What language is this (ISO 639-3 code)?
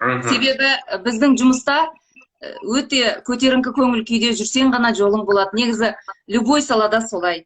kaz